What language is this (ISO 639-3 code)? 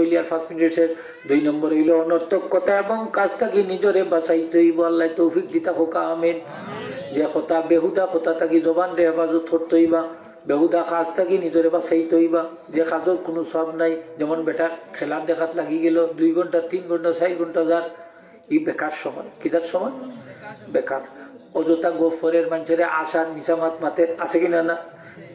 syl